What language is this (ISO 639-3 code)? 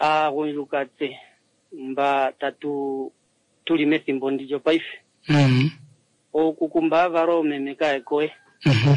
kua